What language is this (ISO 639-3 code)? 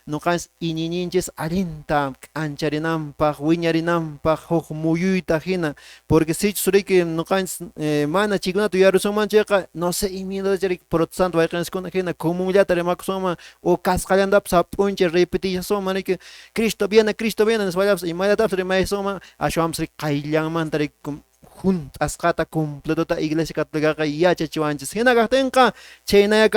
que